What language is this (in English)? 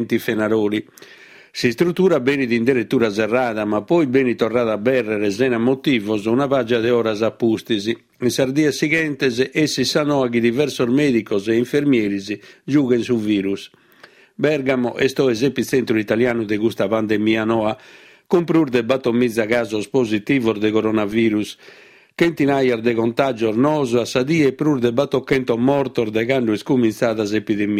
Sardinian